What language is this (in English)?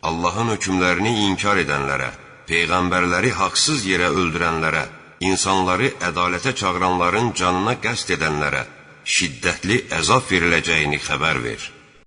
Azerbaijani